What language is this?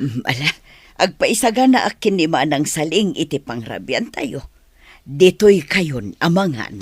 Iloko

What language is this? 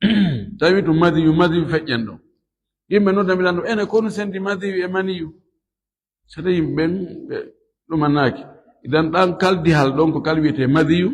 Fula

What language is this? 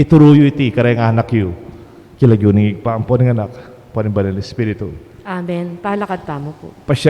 Pampanga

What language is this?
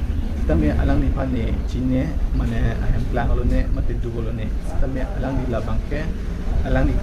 Karbi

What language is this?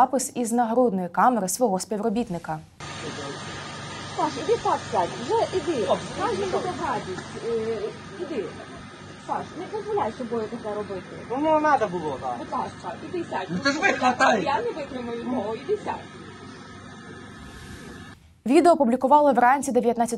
Ukrainian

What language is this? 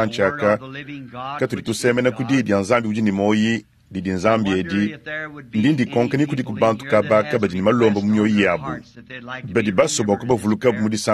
Luba-Lulua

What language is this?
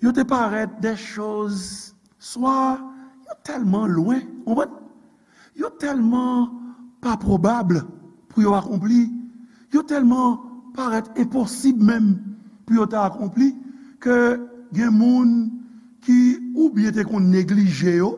Haitian Creole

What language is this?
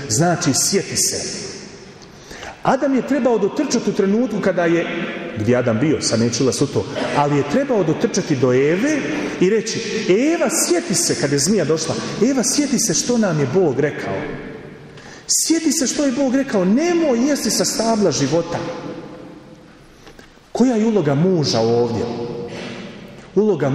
Croatian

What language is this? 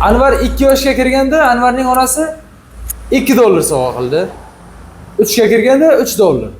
Uzbek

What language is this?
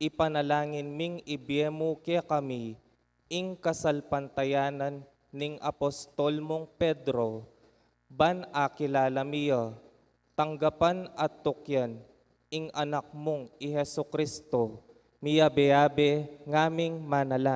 Pampanga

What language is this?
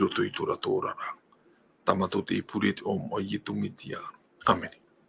Tahitian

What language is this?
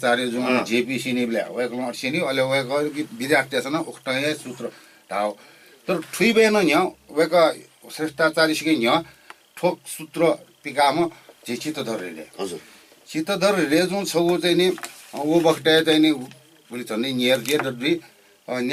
Newari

